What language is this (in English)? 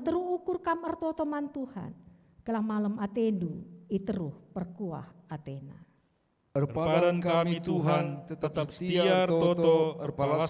Batak Karo